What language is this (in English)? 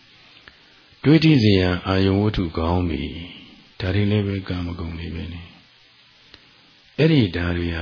Burmese